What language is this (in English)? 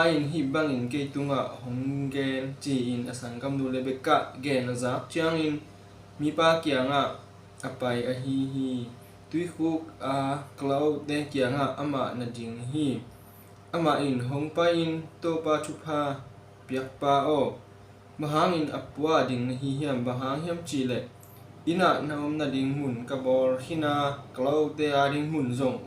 Tedim Chin